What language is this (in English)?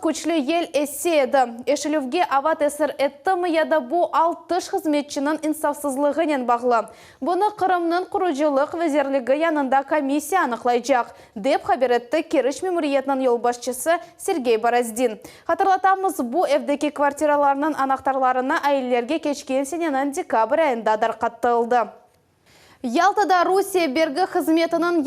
Crimean Tatar